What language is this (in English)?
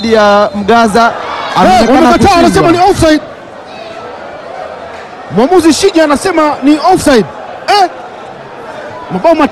Swahili